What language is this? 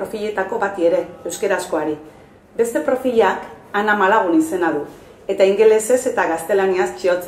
Basque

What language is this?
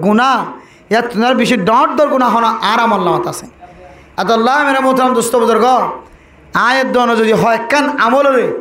Rohingya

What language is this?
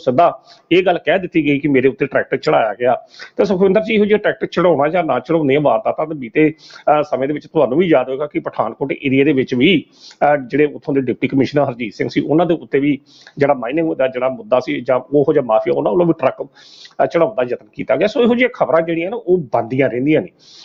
Punjabi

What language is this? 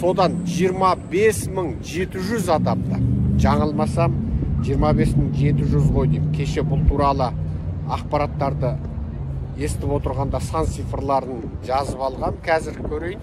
Kazakh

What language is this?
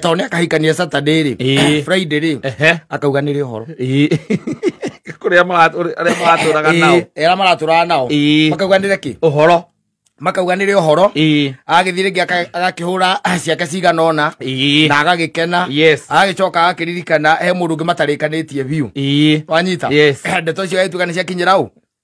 Kikuyu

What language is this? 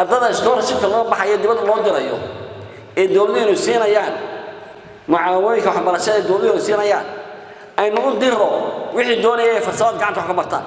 Somali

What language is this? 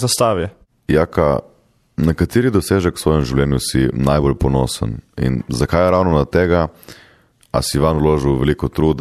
Slovenian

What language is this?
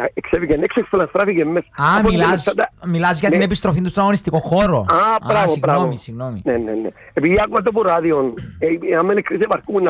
Greek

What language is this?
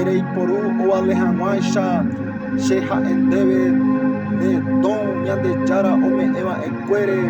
Guarani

